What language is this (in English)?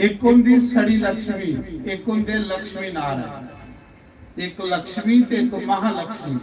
Dogri